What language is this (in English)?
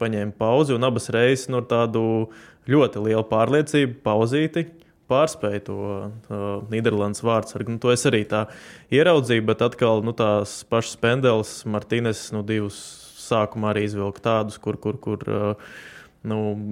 Latvian